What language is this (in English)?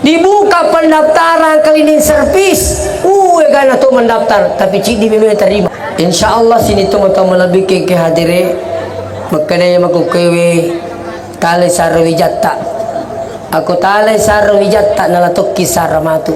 Buginese